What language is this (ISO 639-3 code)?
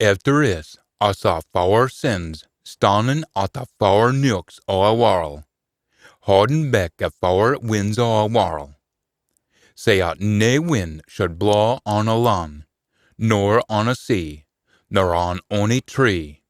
sco